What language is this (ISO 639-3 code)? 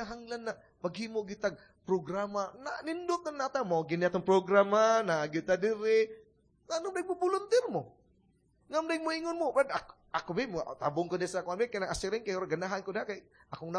ceb